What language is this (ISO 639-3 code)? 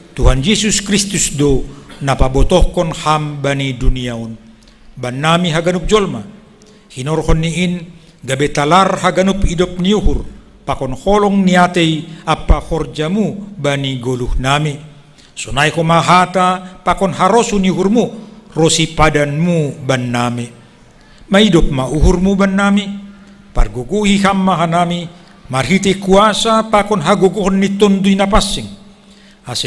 bts